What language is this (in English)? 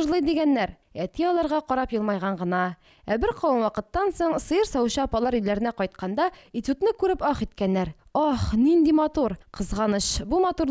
Tatar